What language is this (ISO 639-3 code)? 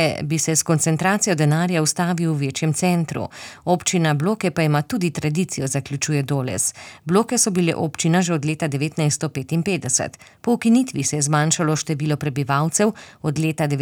slv